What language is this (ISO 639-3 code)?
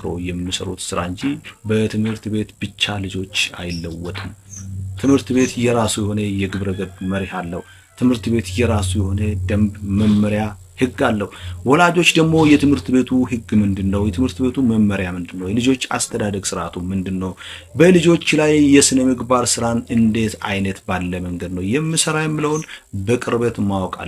amh